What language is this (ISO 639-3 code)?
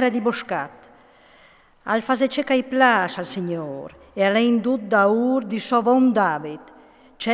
fur